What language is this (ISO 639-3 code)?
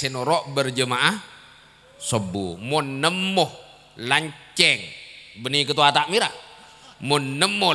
mad